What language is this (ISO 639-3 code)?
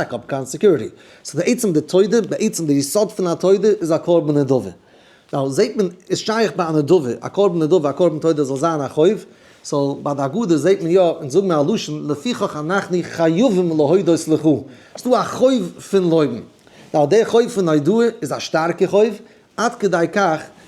yid